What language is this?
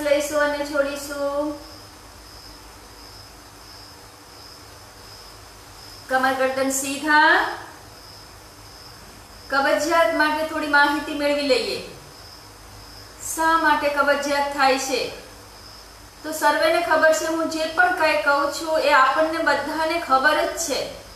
Gujarati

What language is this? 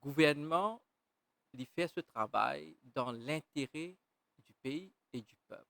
Morisyen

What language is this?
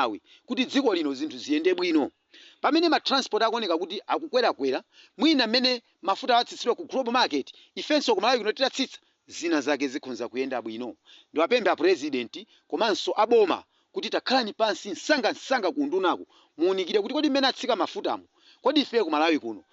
Nyanja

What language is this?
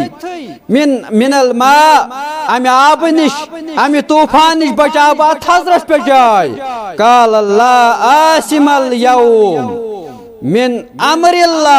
Kashmiri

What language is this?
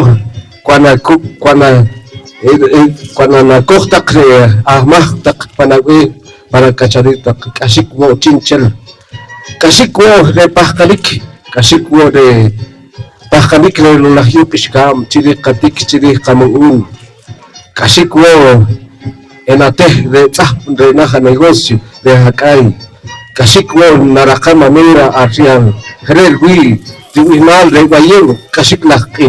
Poqomchi'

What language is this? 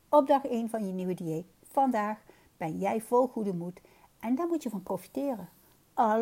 Dutch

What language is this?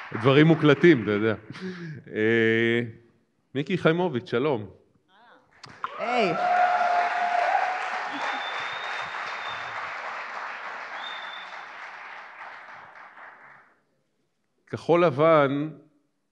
Hebrew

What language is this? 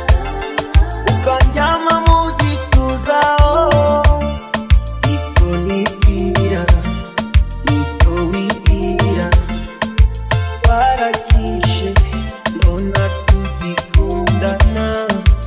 Kinyarwanda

